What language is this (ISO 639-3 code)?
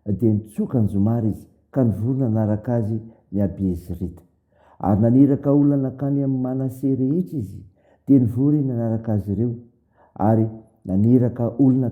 mlg